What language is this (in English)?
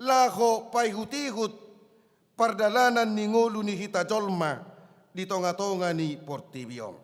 Batak Toba